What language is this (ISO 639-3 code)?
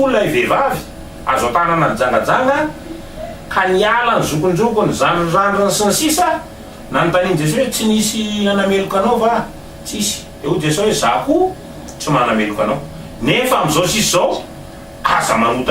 mlg